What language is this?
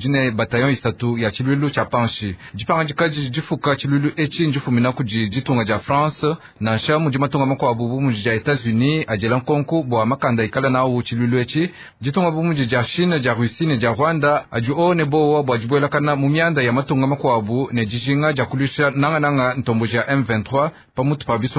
Luba-Lulua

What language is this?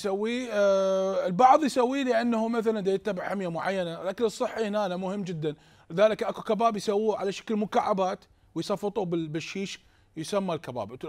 Mesopotamian Arabic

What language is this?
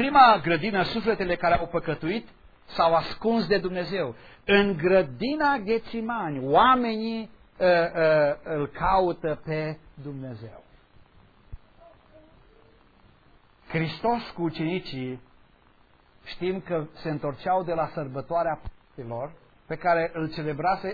Romanian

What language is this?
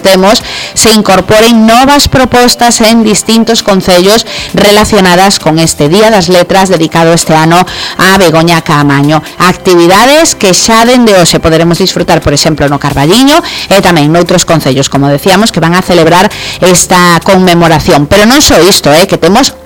Galician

